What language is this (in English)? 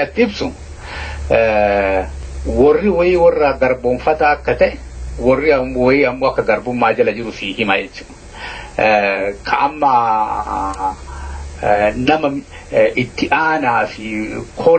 Oromo